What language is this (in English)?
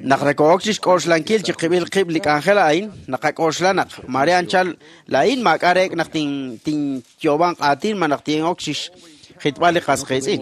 Kekchí